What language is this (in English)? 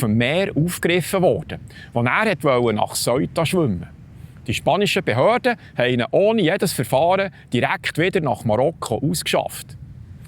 Swiss German